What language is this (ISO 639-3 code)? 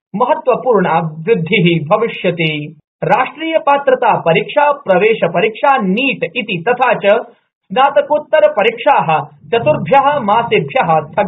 san